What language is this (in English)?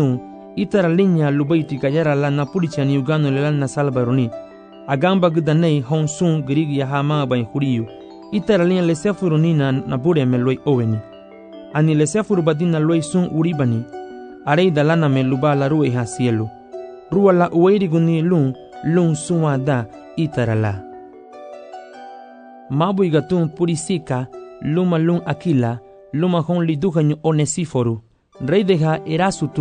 Garifuna